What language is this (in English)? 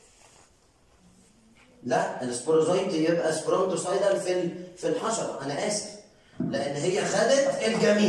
Egyptian Arabic